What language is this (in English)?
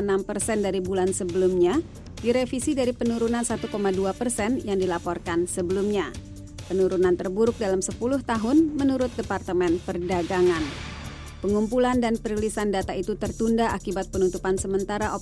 Indonesian